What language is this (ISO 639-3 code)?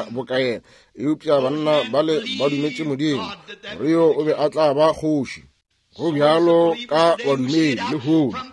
nso